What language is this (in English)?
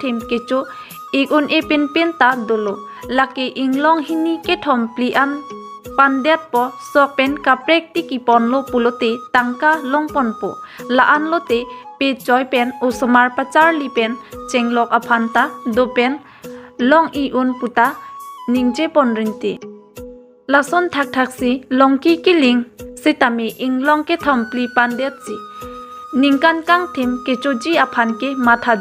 Karbi